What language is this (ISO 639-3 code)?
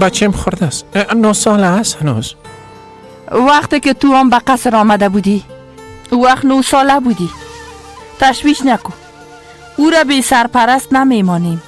fas